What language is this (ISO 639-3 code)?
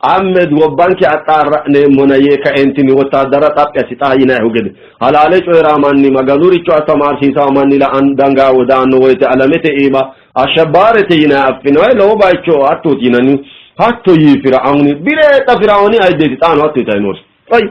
sid